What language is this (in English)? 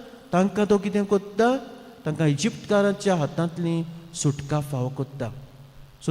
Konkani